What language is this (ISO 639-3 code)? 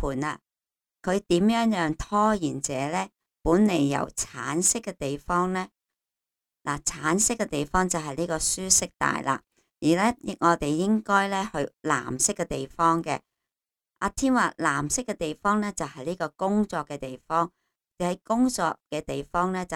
yue